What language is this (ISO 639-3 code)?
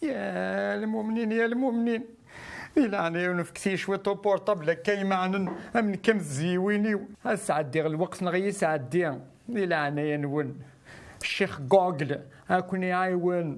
kab